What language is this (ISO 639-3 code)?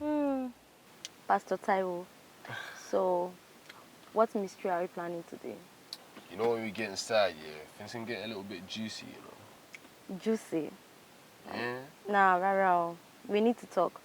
yor